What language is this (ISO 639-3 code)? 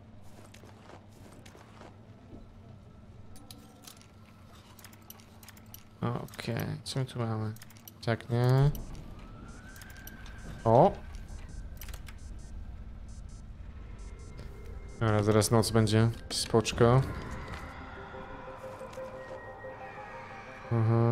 pol